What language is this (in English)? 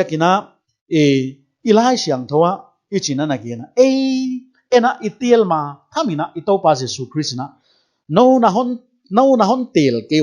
Paite Chin